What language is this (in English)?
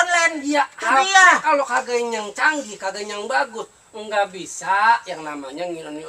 Betawi